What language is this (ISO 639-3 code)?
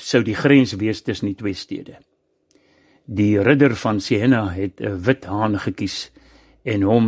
afr